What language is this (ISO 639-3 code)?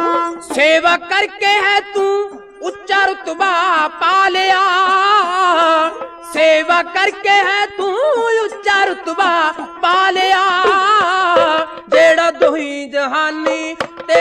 pan